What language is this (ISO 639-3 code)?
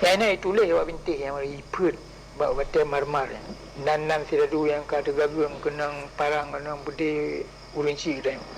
ace